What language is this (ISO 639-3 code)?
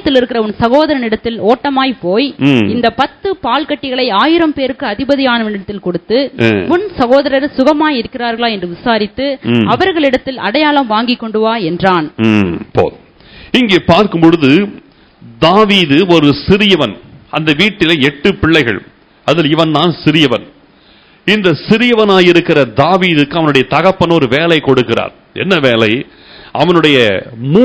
tam